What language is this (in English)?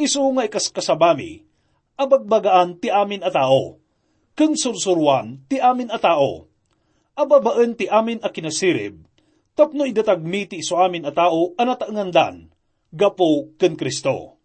Iloko